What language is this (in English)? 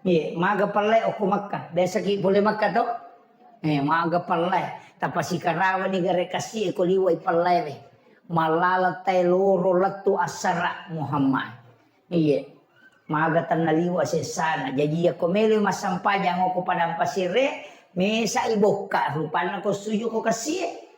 Buginese